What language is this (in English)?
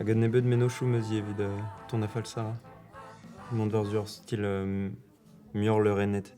Breton